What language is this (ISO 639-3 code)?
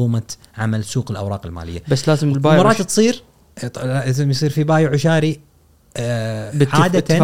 afb